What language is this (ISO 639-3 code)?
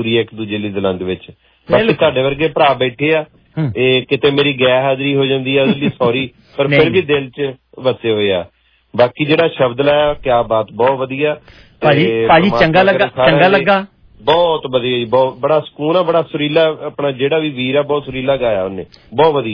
pan